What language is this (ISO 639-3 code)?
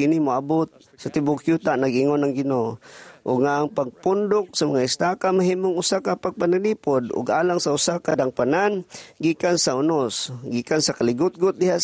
ceb